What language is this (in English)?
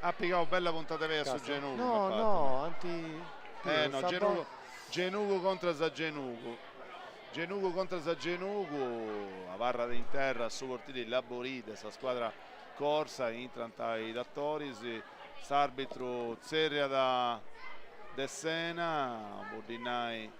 Sardinian